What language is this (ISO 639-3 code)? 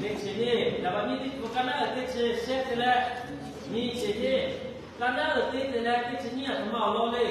lhu